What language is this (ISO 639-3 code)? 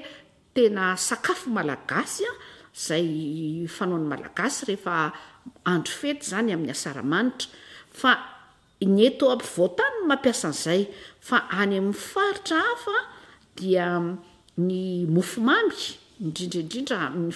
mlg